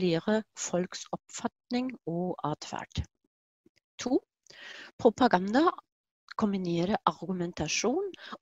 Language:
Norwegian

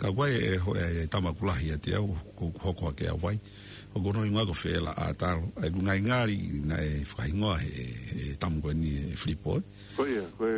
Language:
Tongan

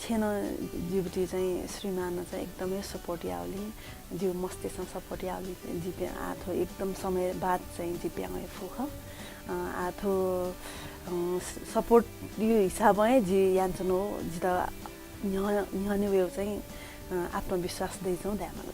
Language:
Newari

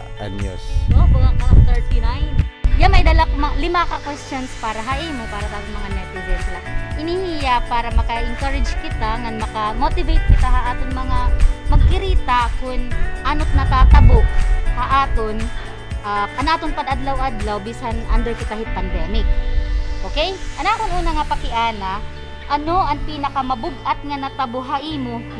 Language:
Waray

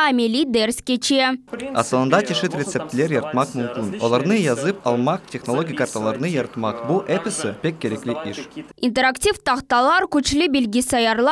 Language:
Crimean Tatar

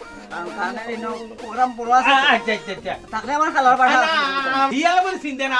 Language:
Sylheti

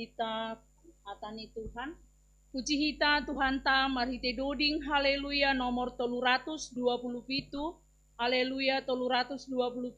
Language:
Batak Simalungun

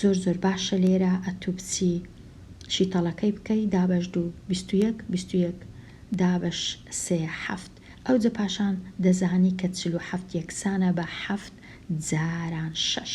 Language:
Central Kurdish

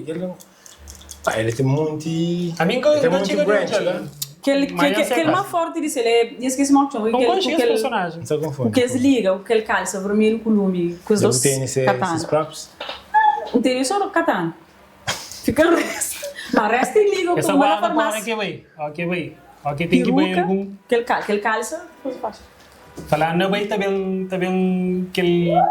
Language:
Kabuverdianu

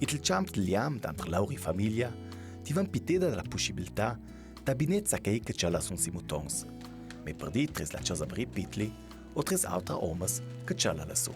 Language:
Ladin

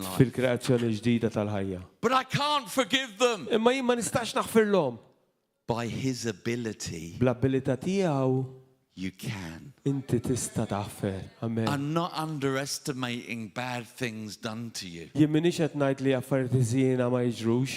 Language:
Maltese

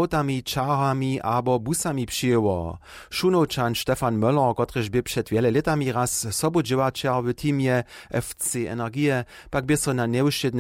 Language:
Upper Sorbian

